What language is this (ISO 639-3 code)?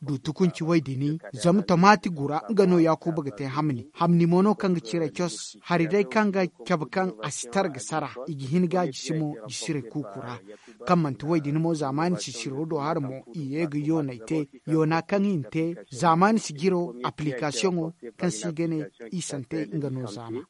dje